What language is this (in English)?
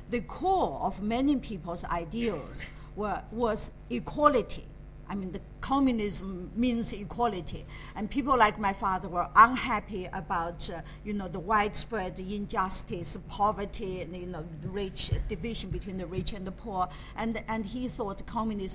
English